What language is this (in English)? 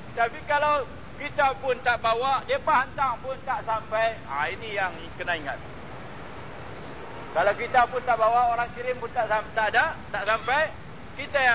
Malay